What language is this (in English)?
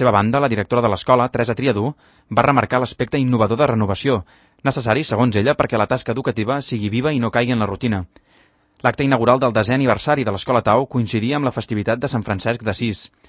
Catalan